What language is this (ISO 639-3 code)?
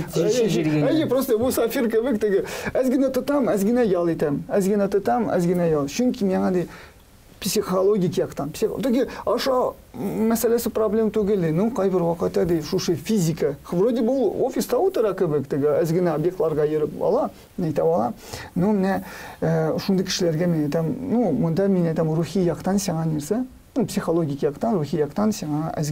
tat